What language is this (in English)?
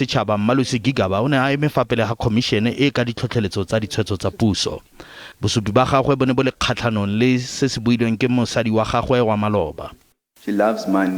Tswana